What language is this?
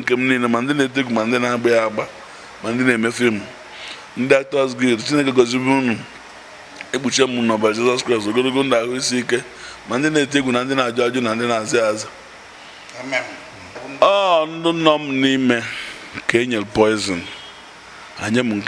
Igbo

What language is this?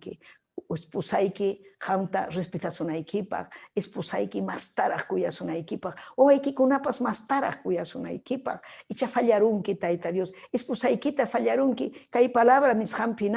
Ayacucho Quechua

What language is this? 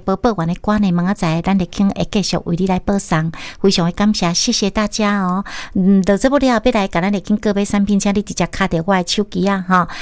Min Nan Chinese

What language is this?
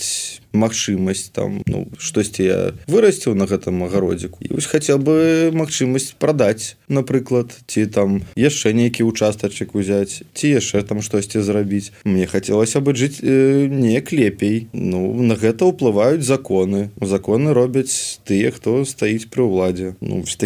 Belarusian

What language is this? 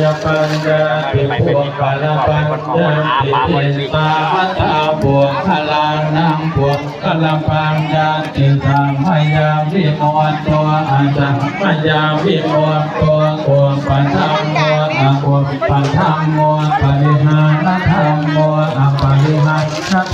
Pali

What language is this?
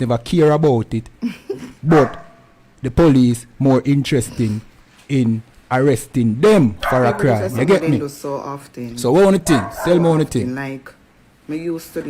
Jamaican Creole English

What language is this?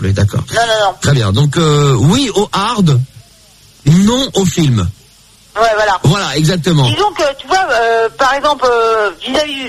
French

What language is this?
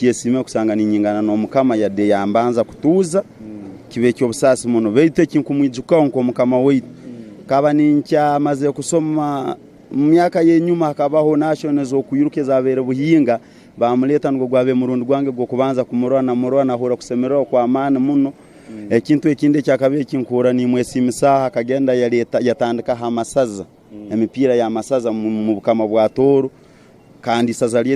Tooro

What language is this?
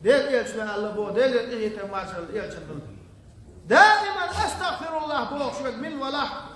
Chechen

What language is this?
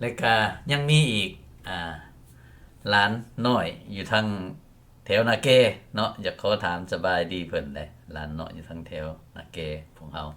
Lao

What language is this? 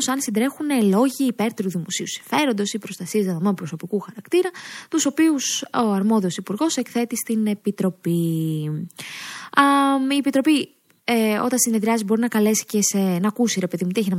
Greek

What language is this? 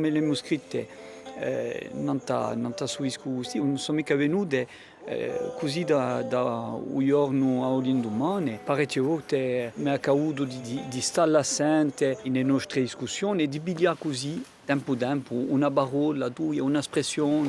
Corsican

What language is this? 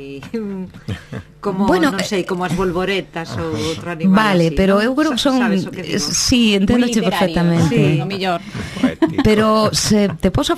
Galician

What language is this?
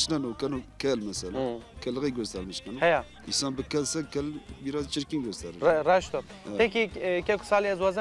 Zaza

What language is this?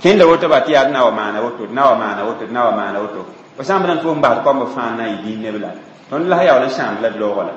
Mossi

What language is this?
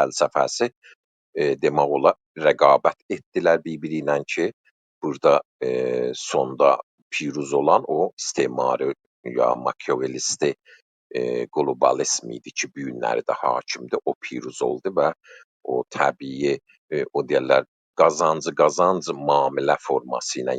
South Azerbaijani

